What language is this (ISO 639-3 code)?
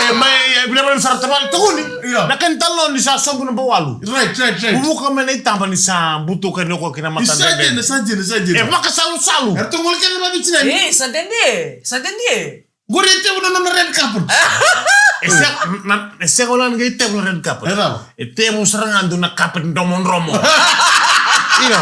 fij